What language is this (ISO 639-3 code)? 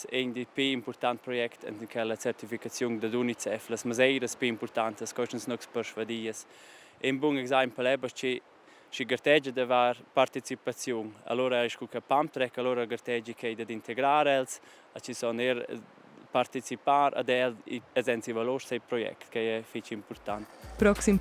roh